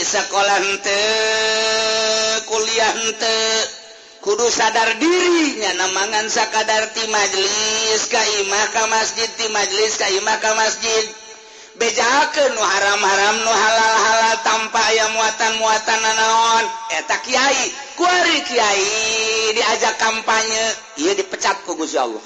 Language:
Sundanese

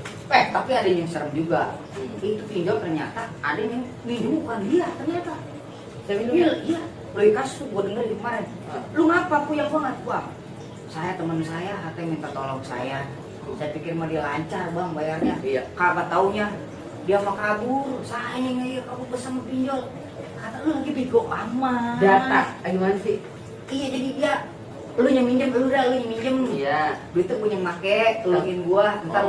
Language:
Betawi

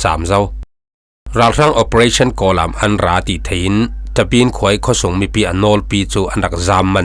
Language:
Falam Chin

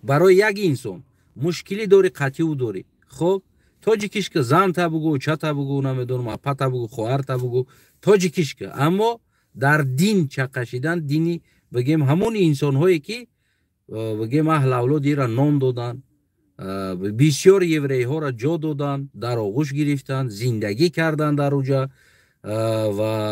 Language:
Tajik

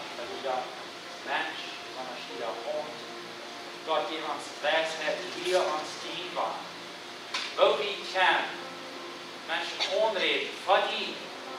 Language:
Plautdietsch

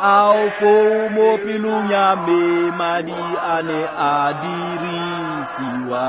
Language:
Tswana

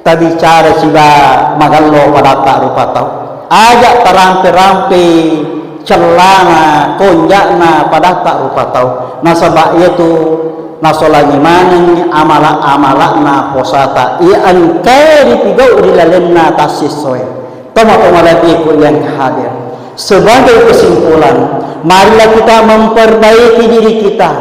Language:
Buginese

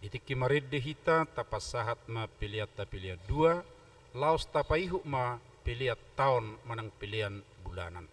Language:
Batak Toba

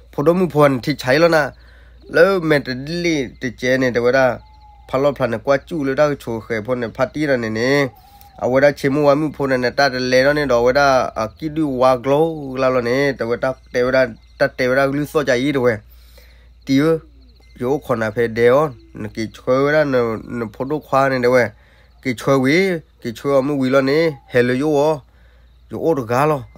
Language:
S'gaw Karen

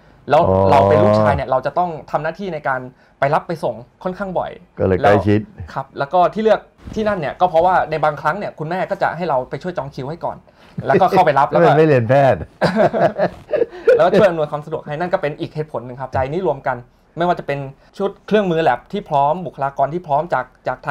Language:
Thai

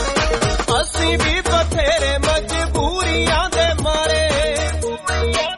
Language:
Punjabi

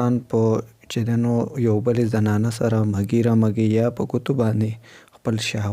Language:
Pashto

